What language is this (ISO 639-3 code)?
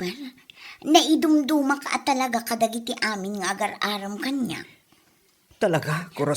ilo